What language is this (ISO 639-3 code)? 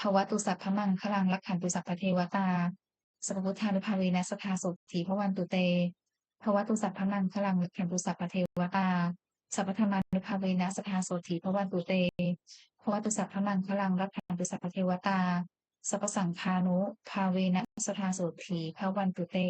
pli